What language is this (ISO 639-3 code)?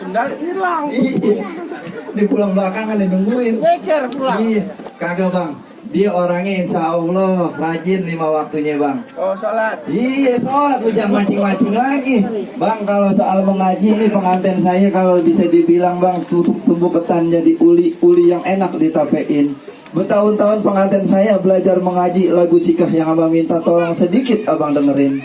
bew